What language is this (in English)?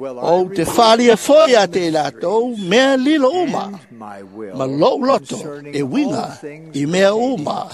Samoan